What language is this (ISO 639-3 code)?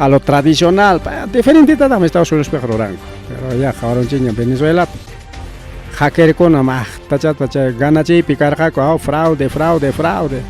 quy